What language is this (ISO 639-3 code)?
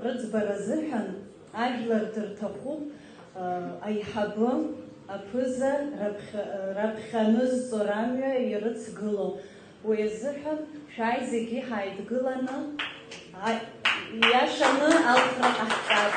abk